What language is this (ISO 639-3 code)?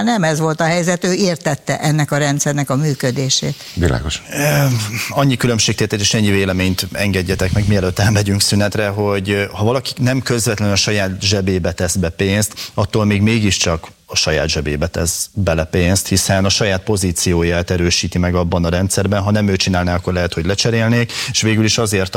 hun